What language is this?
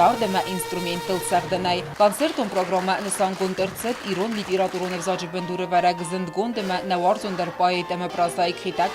Ossetic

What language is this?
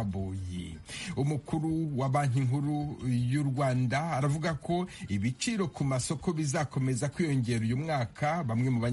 Kinyarwanda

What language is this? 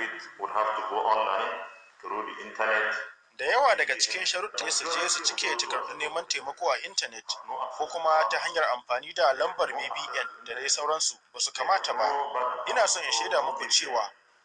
Hausa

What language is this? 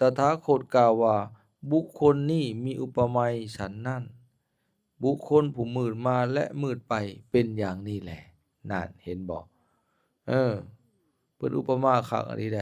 Lao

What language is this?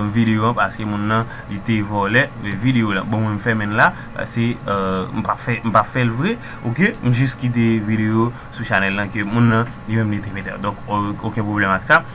Haitian Creole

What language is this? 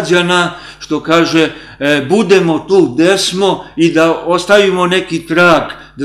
Serbian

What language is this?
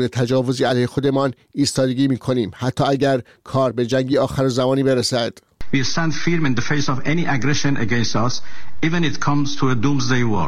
Persian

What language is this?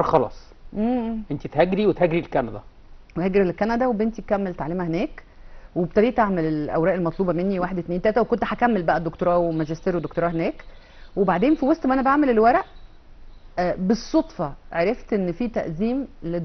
Egyptian Arabic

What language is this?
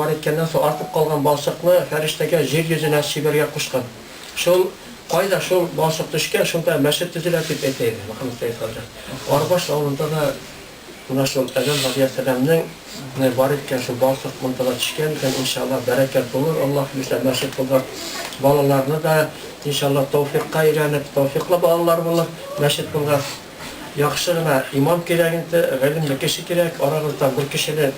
Tatar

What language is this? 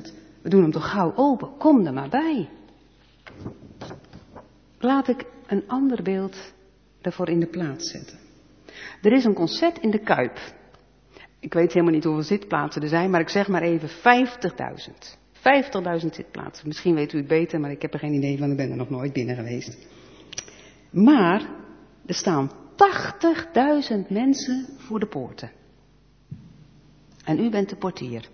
Dutch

